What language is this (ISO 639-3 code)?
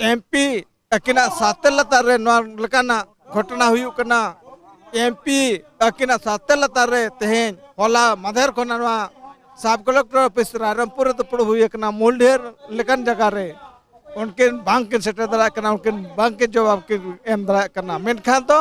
sat